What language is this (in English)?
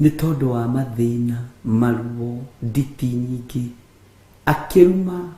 Kikuyu